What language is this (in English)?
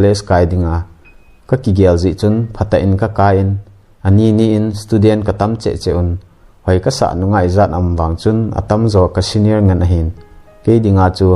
Thado Chin